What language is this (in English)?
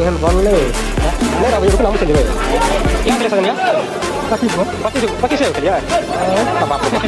Maithili